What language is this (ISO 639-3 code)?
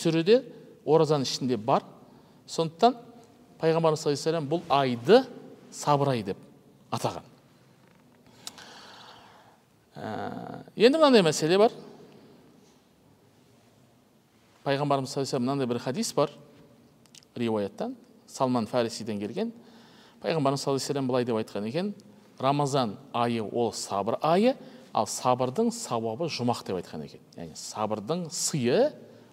kaz